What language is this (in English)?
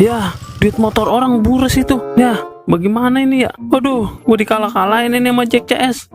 Betawi